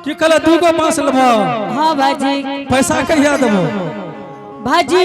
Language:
Angika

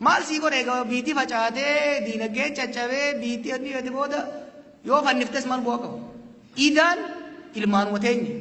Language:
Oromo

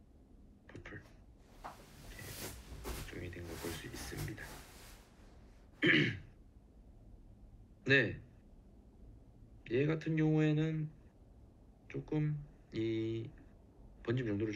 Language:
Korean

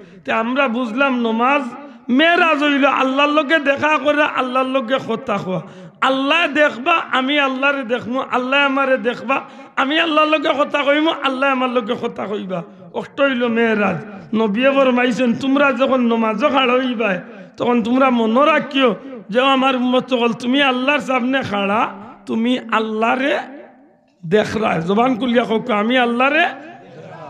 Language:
Sylheti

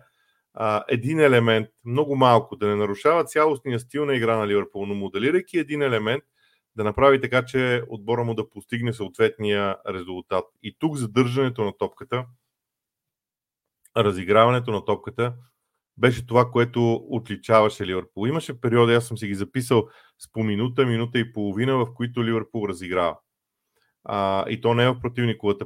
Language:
Bulgarian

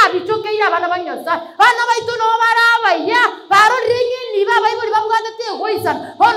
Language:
Gusii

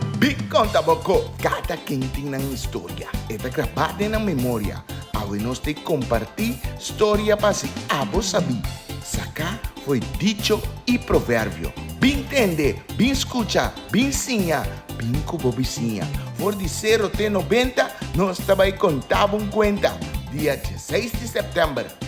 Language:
Papiamento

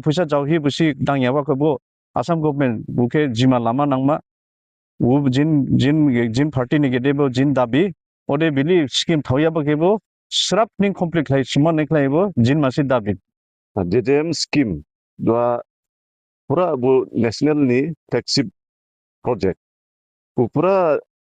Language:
Dimasa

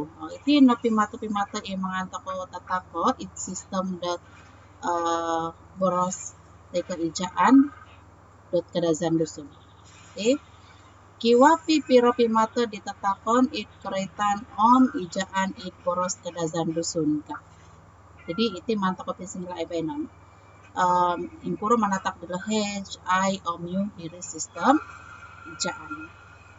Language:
Central Dusun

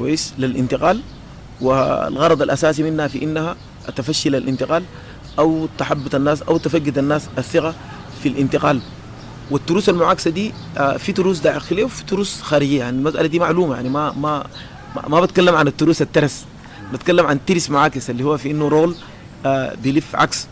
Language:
Sudanese Arabic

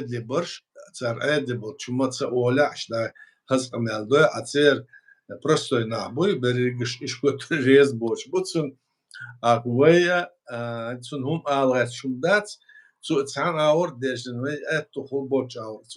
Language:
Chechen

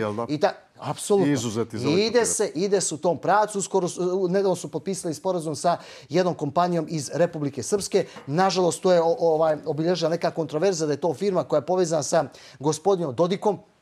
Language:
Bosnian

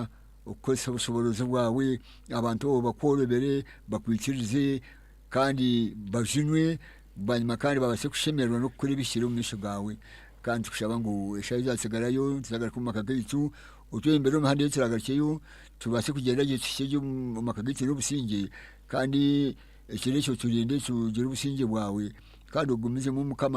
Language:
Nyankole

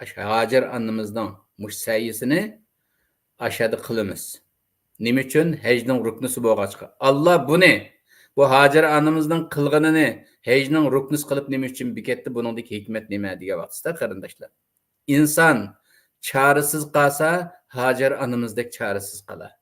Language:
Uyghur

